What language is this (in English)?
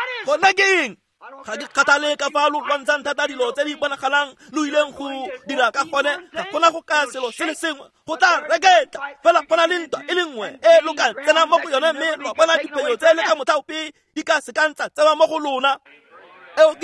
Tswana